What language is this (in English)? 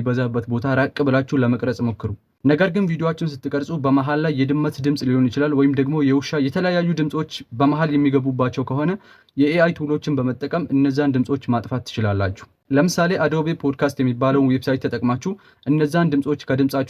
Amharic